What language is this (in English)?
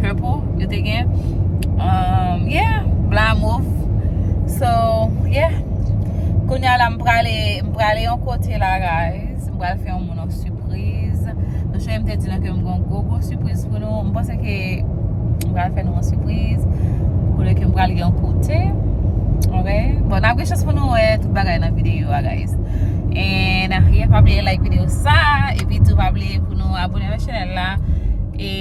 Haitian Creole